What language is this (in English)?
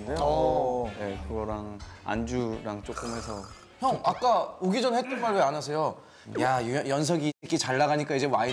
Korean